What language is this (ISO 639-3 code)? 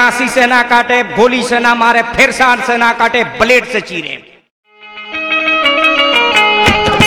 bho